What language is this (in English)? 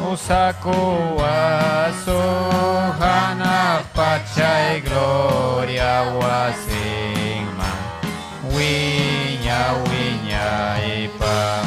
Ayacucho Quechua